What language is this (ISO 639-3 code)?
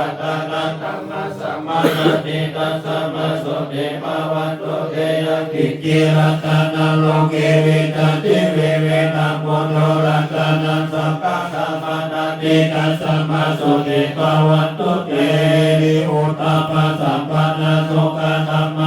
pli